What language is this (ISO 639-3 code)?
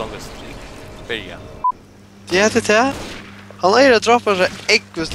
fao